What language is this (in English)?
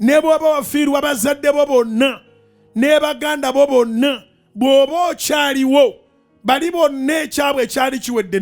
Ganda